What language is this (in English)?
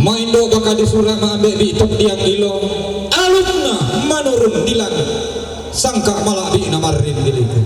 Toraja-Sa'dan